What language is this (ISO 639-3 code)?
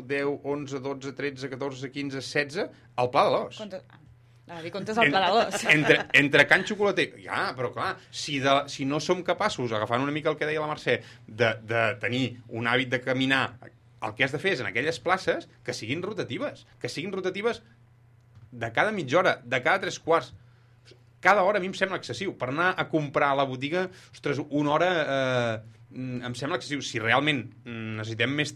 cat